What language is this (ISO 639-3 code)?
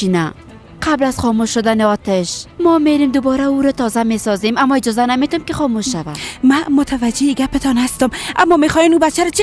fas